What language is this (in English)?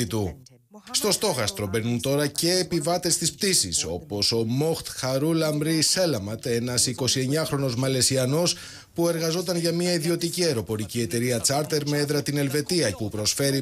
Greek